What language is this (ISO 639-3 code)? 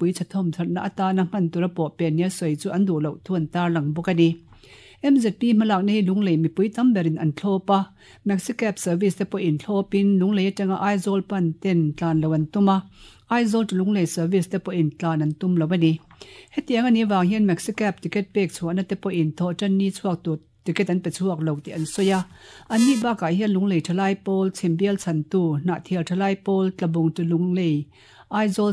lus